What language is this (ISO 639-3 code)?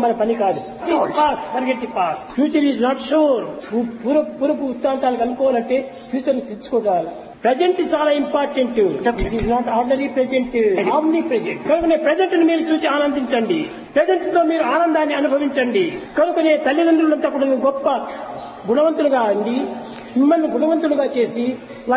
tel